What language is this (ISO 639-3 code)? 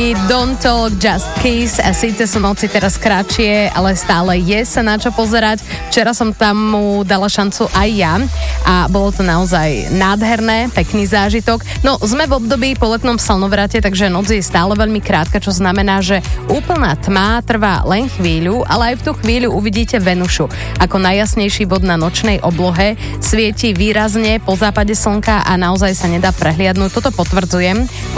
slk